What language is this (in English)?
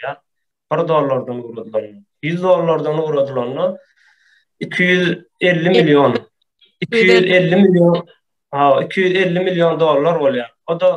Turkmen